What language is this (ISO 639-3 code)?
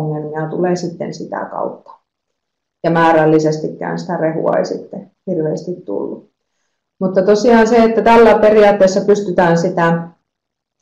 fin